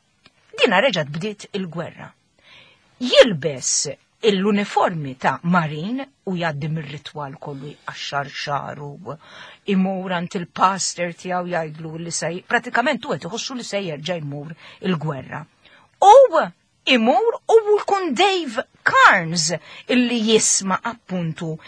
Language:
Maltese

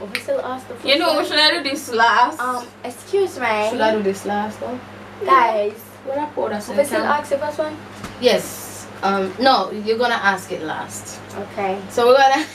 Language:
Jamaican Creole English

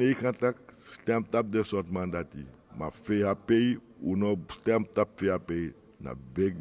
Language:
Sranan Tongo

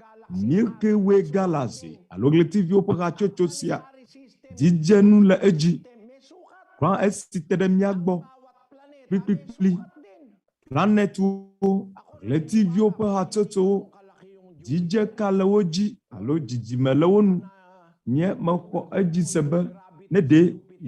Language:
Ewe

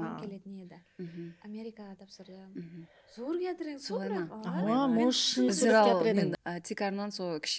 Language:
Kara-Kalpak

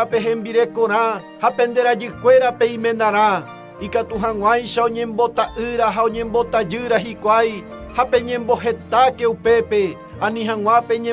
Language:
Guarani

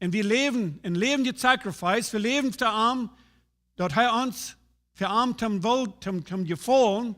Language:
Plautdietsch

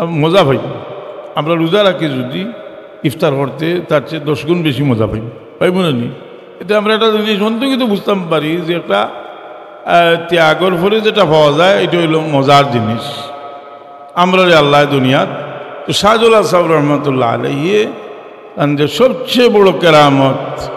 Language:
Sylheti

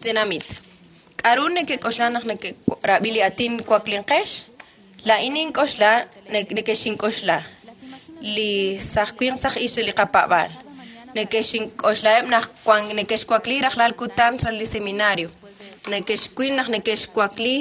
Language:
Kekchí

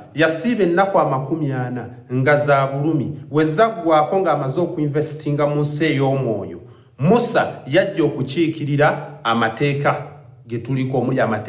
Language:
Ganda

